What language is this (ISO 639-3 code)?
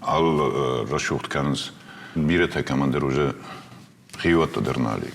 oss